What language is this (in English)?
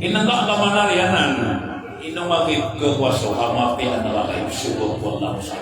Maranao